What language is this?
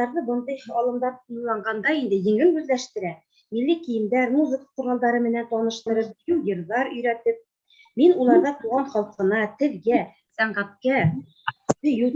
Bashkir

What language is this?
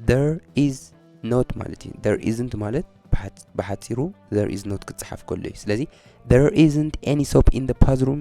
Tigrinya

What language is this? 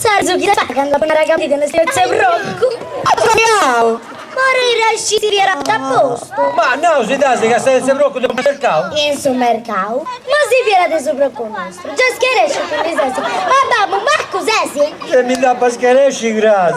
Sardinian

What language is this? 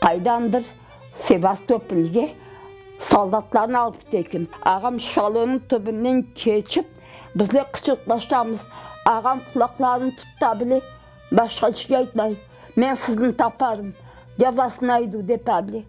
Crimean Tatar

